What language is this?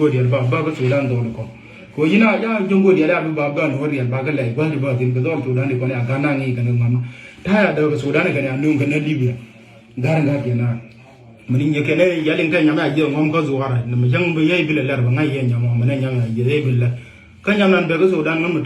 Nuer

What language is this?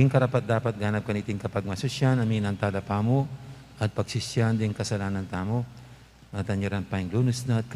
Pampanga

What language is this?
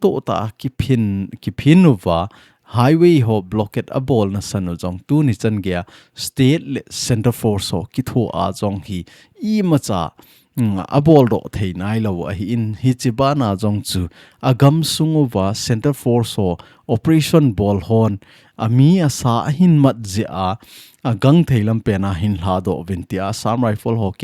Thado Chin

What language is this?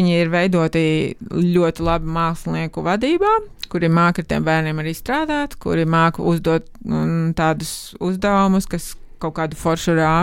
Latvian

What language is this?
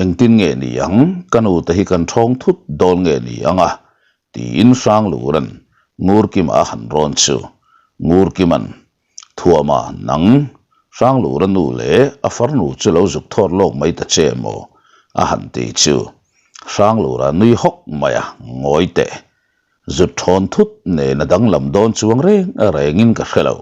Mizo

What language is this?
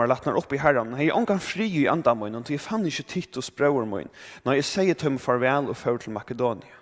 Faroese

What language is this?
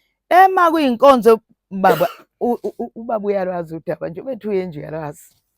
Zulu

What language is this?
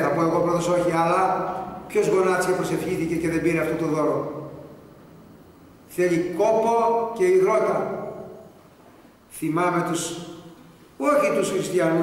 Greek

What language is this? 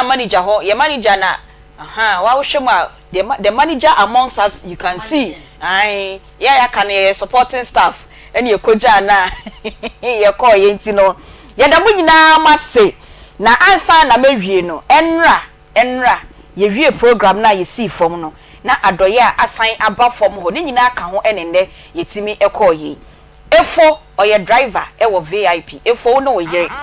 Akan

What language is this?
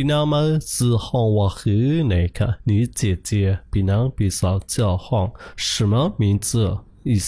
Shan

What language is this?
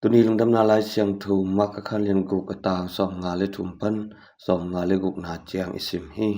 Tedim Chin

